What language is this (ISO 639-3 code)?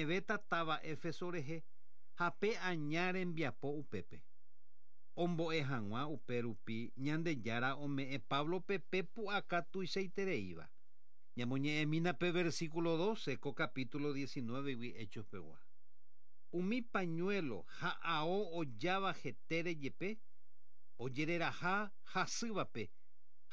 grn